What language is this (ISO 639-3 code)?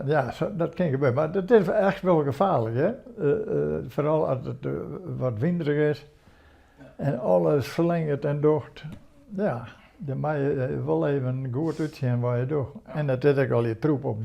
fry